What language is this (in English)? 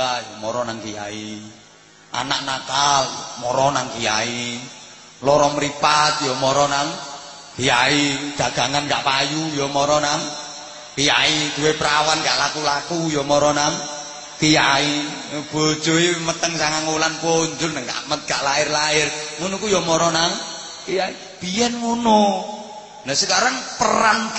Javanese